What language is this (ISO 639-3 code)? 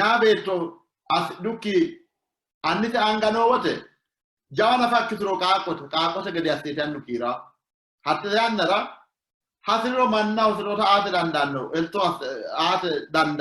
sid